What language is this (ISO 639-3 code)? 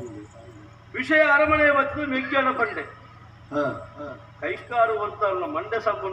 tcy